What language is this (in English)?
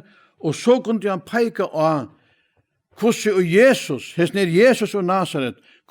Faroese